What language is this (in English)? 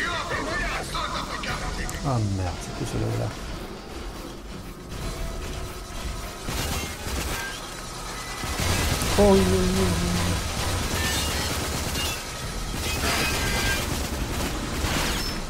French